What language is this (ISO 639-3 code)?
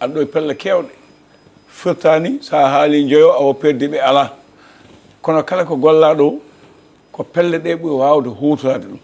ful